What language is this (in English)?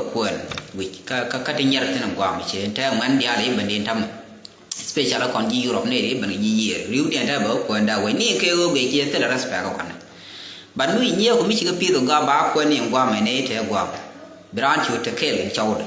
Nuer